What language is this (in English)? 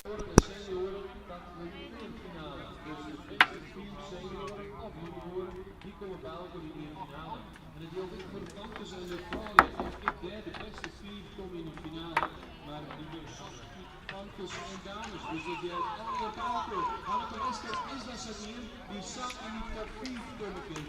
Western Frisian